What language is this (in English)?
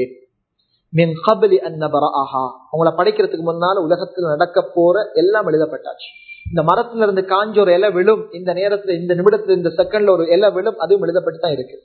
Tamil